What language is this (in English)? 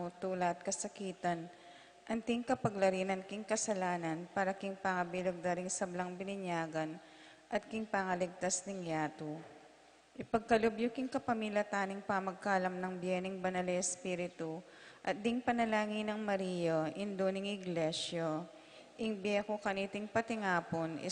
Pampanga